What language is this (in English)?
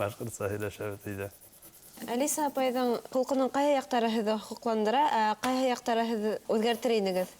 Bashkir